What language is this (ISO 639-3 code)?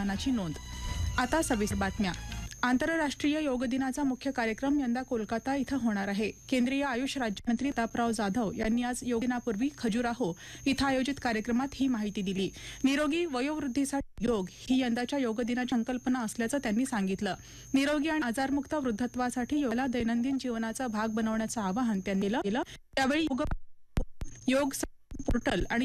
mar